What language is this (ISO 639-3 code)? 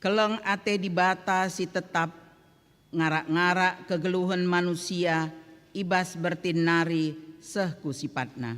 btx